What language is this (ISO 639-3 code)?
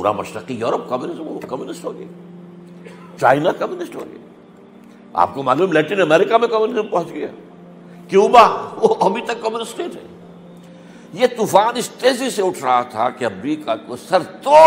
urd